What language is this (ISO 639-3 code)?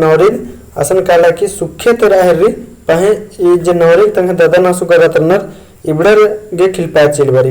kru